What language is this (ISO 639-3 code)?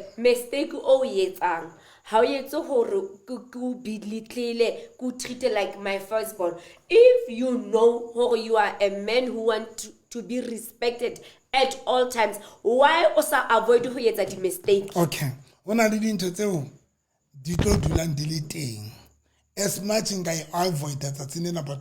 sot